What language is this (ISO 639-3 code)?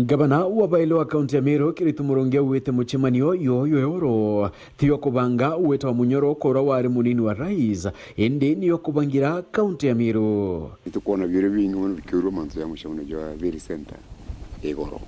mer